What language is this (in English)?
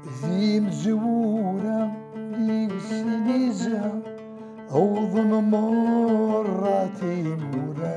Kabyle